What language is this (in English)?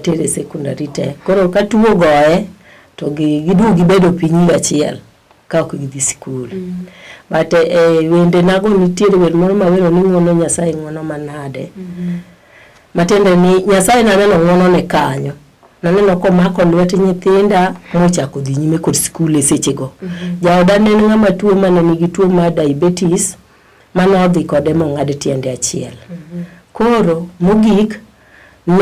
Luo (Kenya and Tanzania)